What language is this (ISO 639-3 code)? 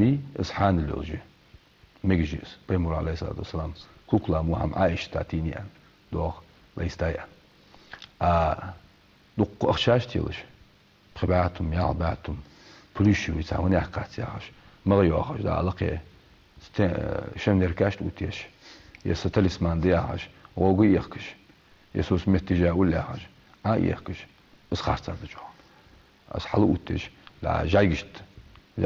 inh